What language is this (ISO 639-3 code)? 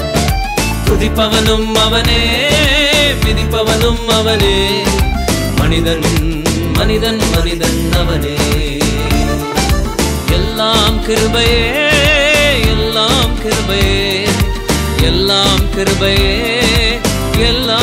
tam